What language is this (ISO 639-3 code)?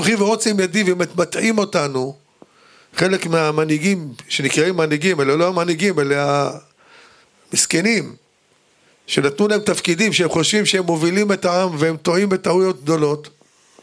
heb